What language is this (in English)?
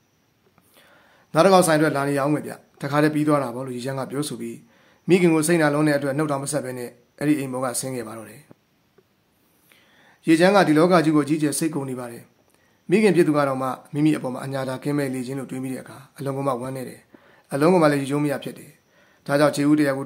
Burmese